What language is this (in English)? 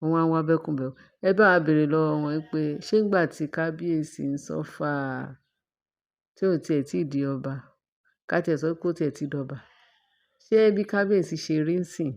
Yoruba